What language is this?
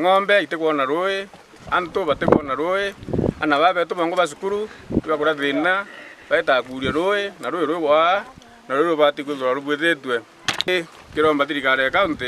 Meru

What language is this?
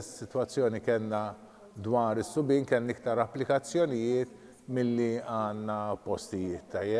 Maltese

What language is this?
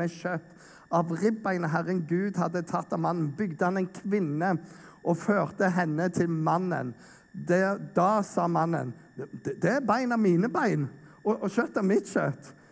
Norwegian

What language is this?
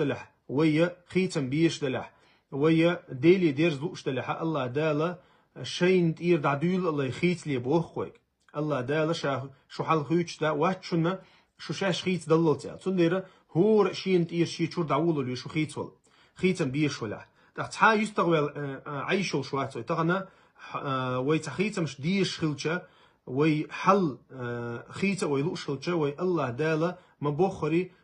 Chechen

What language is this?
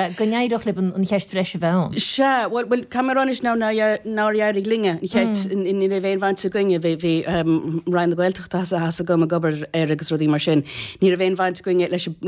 Irish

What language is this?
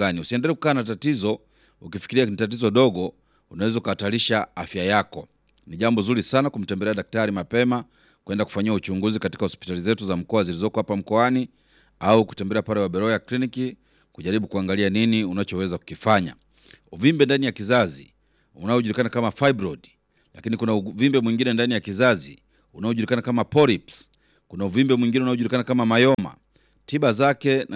Swahili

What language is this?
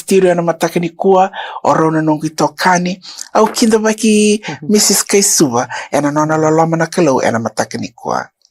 Fijian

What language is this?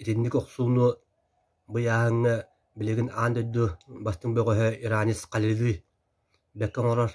Yakut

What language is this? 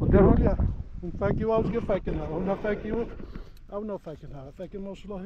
Kurdish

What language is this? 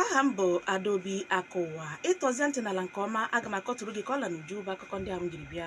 Igbo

